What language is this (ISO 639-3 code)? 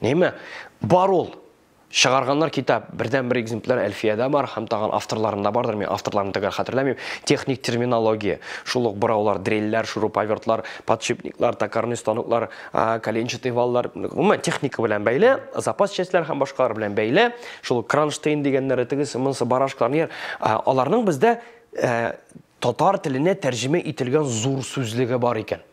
tat